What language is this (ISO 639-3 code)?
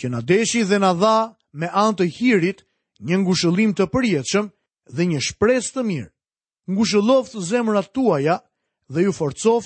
sqi